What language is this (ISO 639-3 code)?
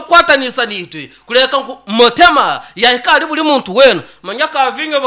nyn